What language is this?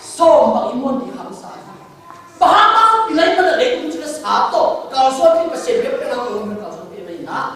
Tedim Chin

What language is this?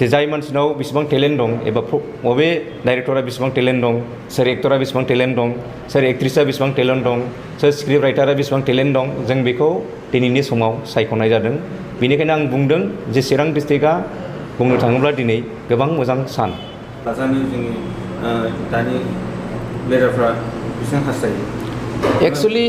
Bodo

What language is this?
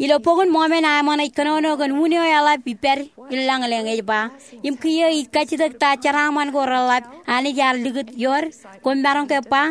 Marshallese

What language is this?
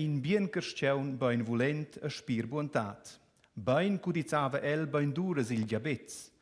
Romansh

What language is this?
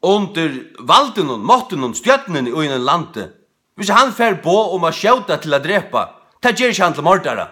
Faroese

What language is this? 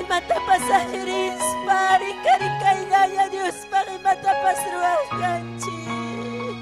Ayacucho Quechua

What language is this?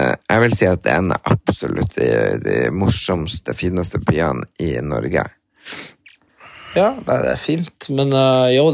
Norwegian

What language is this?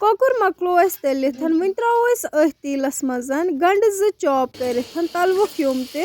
Kashmiri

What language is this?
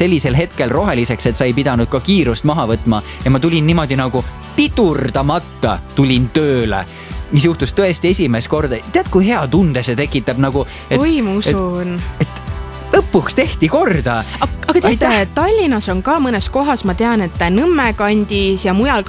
Estonian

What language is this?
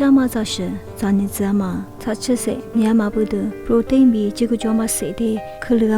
Lisu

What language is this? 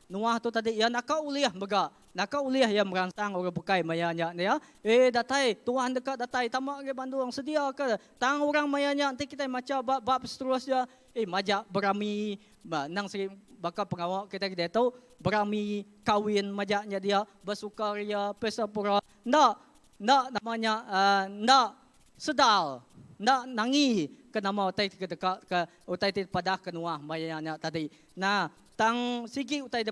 Iban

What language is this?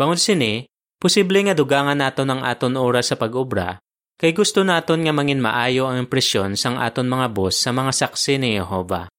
Hiligaynon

